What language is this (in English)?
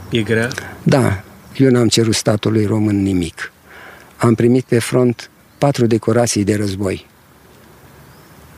Romanian